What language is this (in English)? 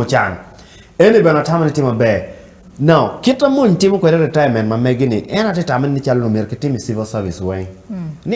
Acoli